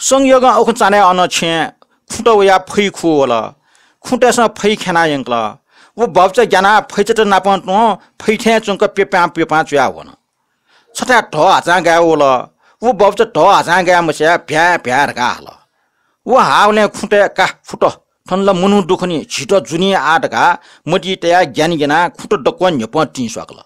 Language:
Newari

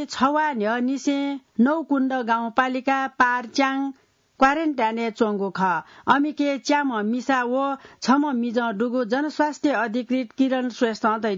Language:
Newari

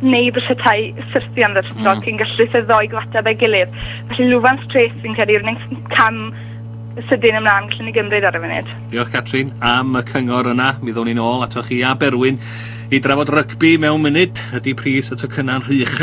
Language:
Welsh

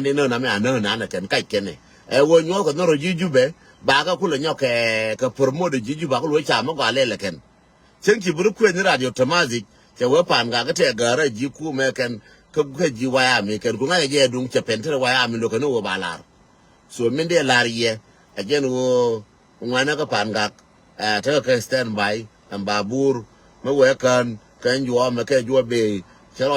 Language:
Nuer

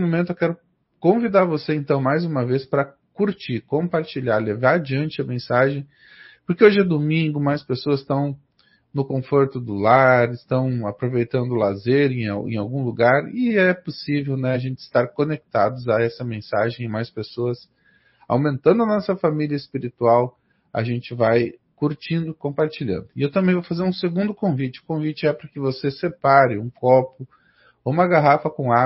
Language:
Portuguese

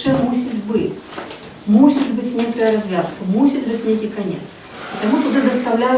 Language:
Belarusian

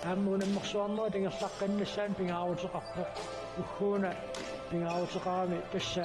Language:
Kalaallisut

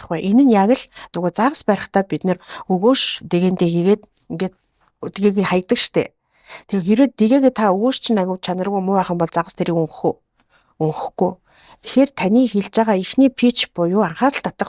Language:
Mongolian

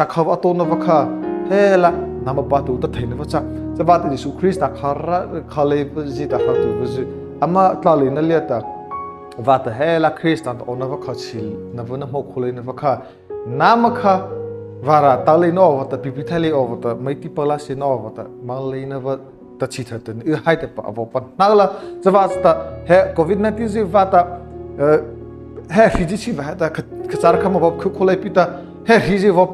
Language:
Mara Chin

